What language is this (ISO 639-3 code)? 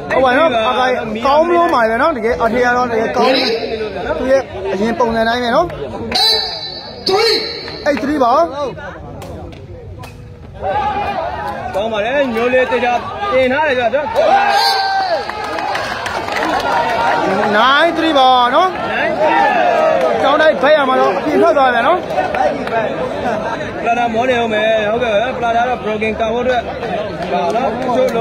mya